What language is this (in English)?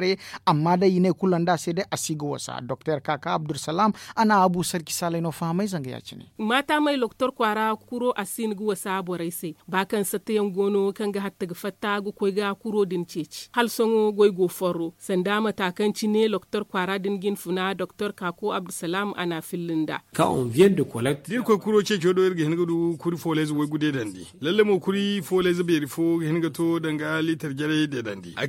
Zarma